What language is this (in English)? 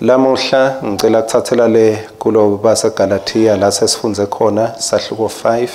Swati